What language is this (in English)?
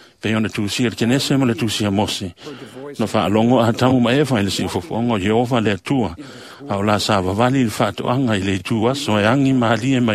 Samoan